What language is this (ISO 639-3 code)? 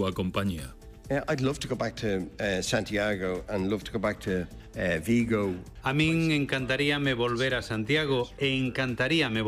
glg